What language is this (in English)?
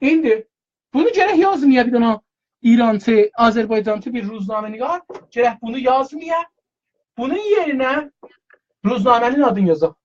South Azerbaijani